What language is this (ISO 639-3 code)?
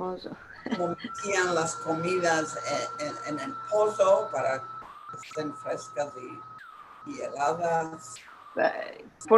lad